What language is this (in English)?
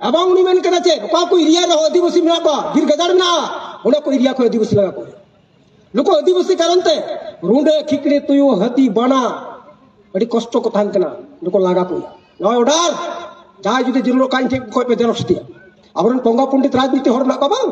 Santali